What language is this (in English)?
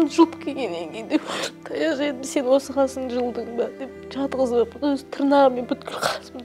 Kazakh